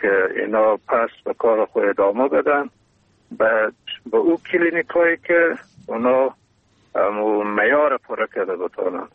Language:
Persian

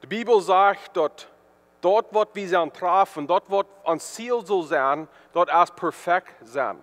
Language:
Plautdietsch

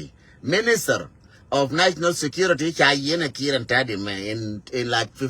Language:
Nuer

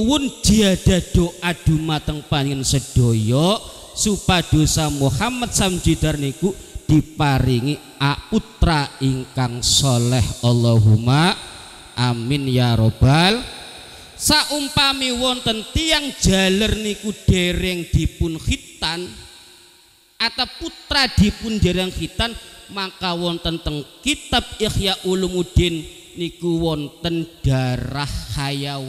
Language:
Javanese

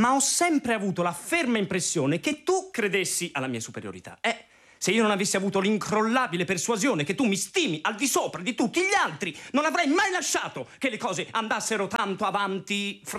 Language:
Italian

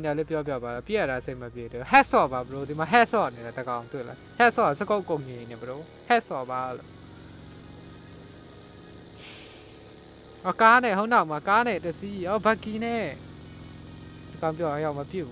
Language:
Burmese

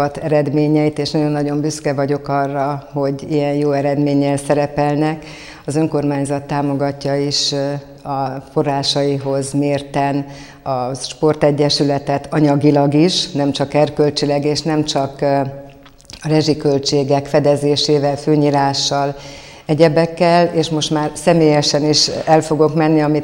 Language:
Hungarian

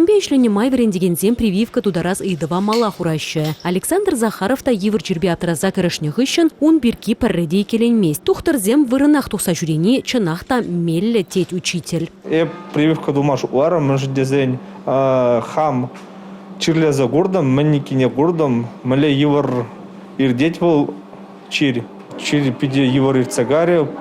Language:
Chuvash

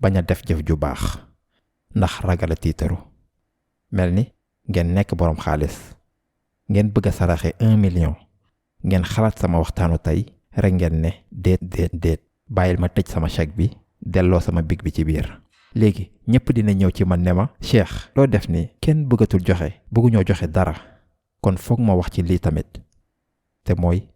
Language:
Wolof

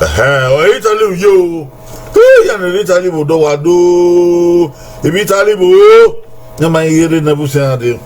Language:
Bini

